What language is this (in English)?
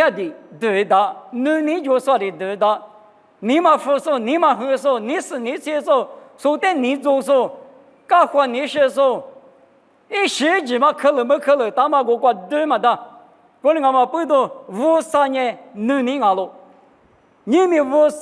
Lisu